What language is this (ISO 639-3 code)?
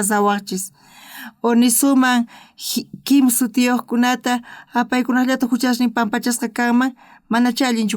quh